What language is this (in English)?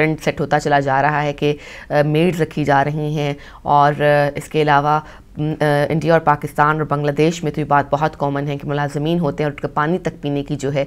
Urdu